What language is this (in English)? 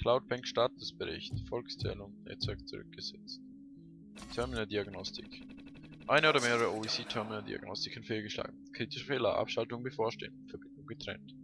Swiss German